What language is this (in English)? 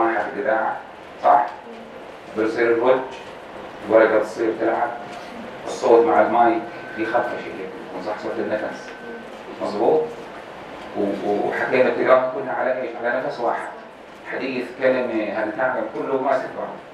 North Levantine Arabic